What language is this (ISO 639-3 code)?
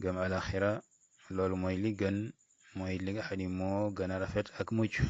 wol